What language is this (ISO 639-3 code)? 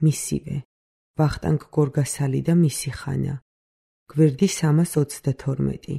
kat